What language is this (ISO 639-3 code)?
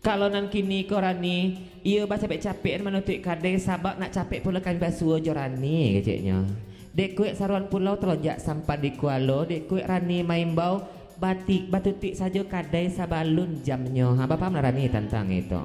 min